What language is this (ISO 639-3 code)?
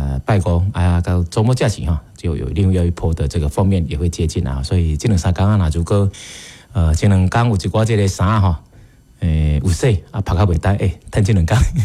nan